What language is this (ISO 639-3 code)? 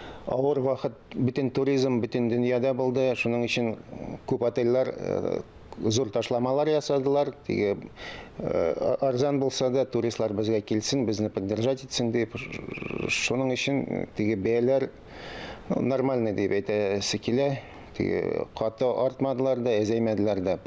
tat